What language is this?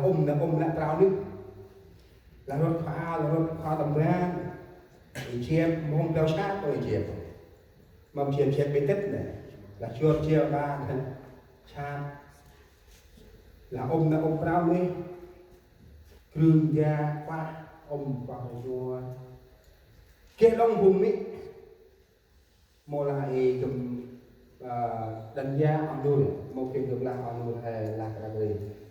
Central Mnong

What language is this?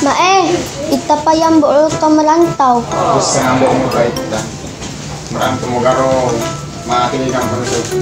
Buginese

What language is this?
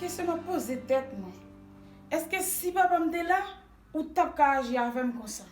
Haitian Creole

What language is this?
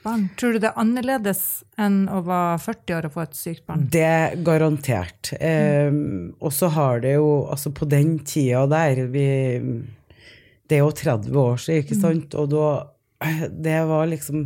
Norwegian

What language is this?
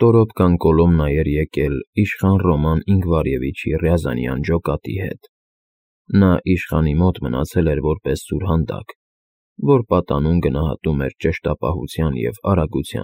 Armenian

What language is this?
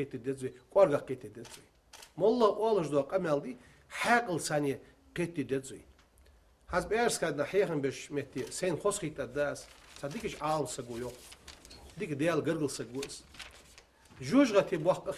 Ingush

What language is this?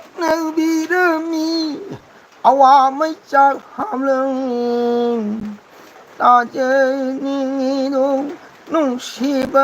Manipuri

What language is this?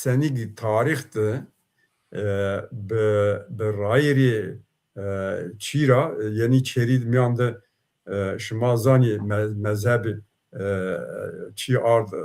Zaza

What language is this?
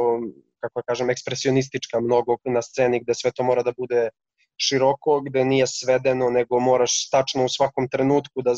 Serbian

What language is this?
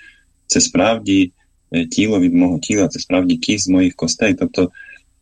Ukrainian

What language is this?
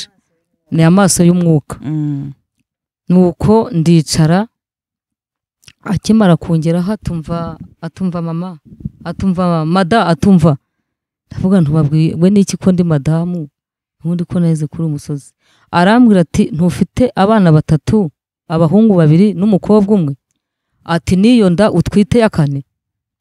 Kinyarwanda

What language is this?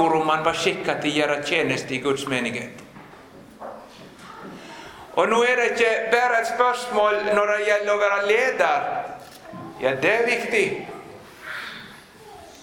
Norwegian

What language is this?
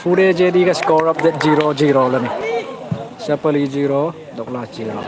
Hmar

